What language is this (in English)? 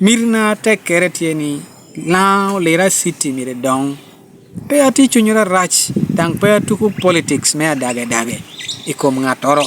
Lango (Uganda)